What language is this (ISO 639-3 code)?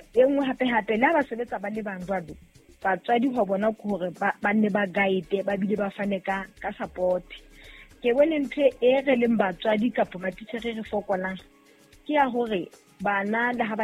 sot